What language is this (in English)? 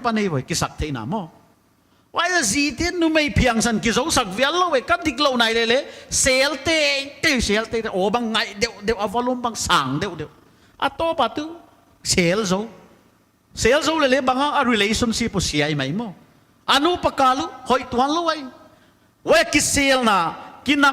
Paite Chin